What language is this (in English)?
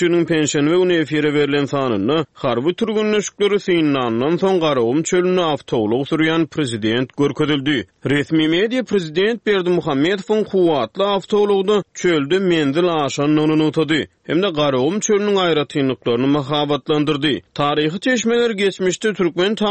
Turkmen